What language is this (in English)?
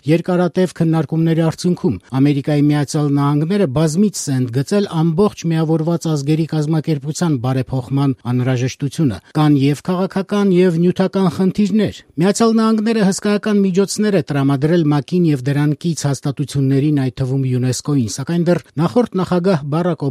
Armenian